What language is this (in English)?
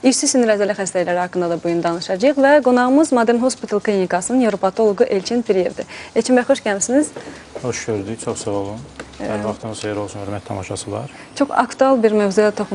Azerbaijani